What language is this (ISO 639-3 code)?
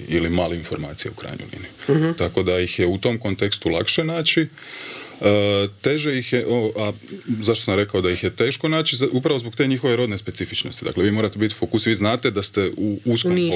hrv